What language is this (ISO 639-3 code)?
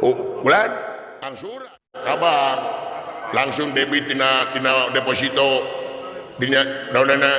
sun